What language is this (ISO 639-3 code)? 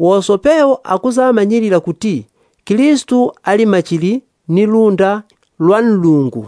yao